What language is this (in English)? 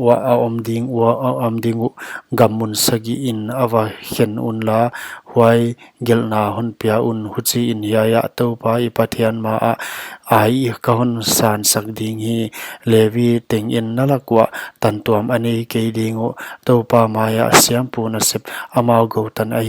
Paite Chin